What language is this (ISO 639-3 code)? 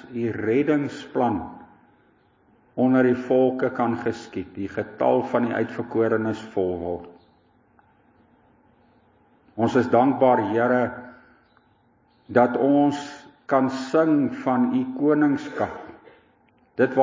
afr